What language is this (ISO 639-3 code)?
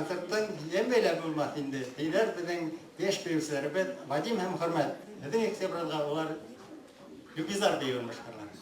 bak